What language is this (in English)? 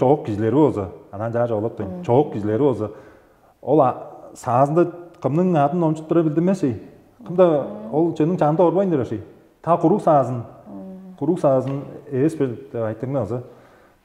Tuvinian